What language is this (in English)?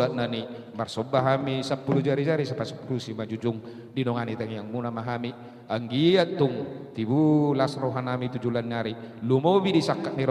Batak Toba